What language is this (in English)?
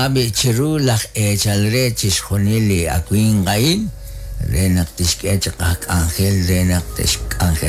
Kekchí